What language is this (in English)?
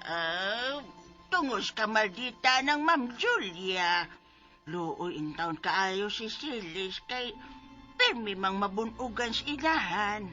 Cebuano